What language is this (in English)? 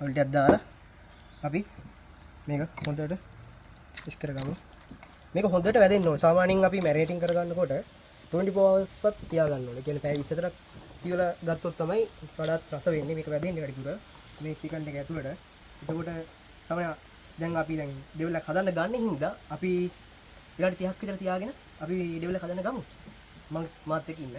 Sinhala